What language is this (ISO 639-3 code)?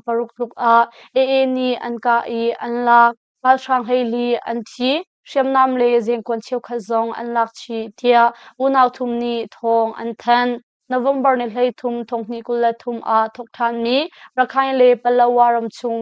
cnh